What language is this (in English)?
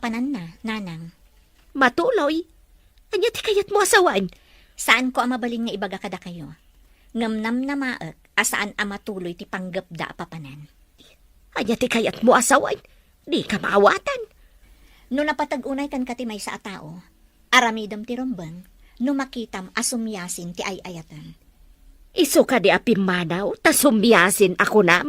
Iloko